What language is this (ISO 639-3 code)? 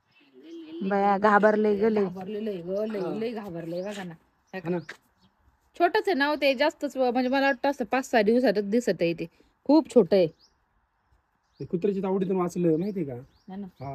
mar